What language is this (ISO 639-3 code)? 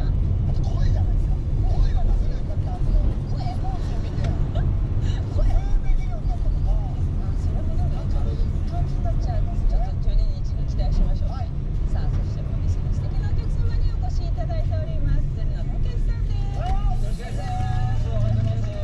jpn